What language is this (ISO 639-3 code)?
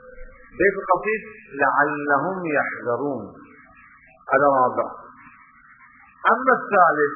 ara